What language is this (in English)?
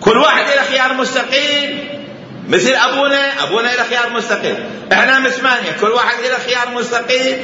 Mesopotamian Arabic